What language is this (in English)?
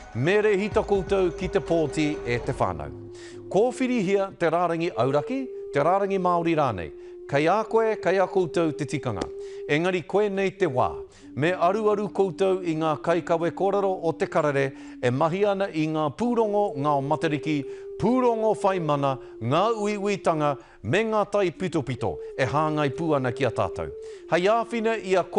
Māori